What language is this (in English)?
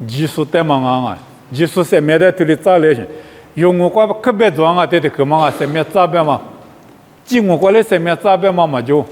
Lisu